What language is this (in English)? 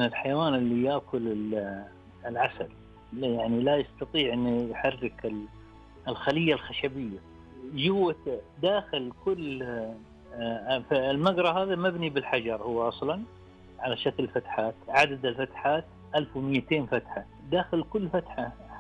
Najdi Arabic